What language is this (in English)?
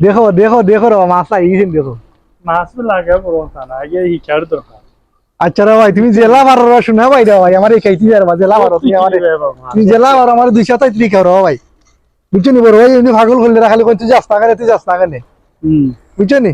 Sylheti